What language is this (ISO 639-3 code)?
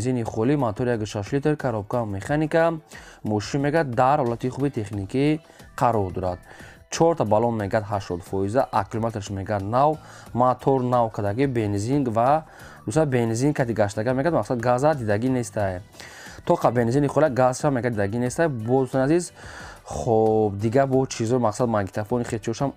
tgk